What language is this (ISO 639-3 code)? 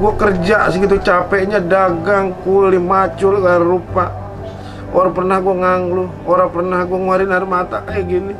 bew